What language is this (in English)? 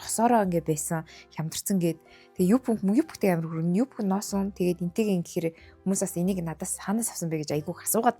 Mongolian